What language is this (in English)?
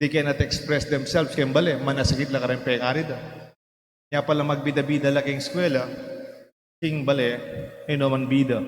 Pampanga